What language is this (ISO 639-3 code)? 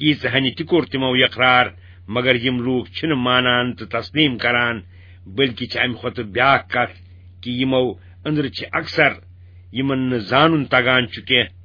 kas